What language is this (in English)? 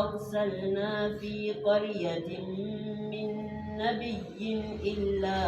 Adamawa Fulfulde